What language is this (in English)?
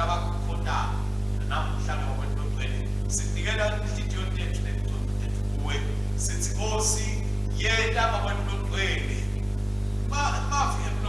Swati